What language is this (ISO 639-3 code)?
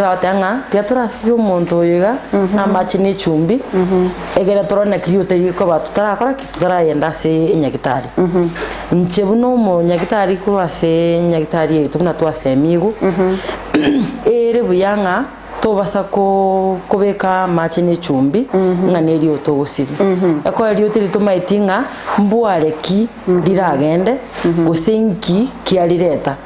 guz